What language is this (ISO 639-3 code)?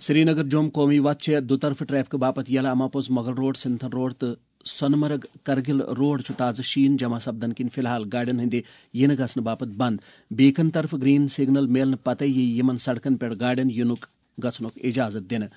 kas